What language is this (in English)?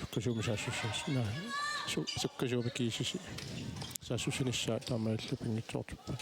Kalaallisut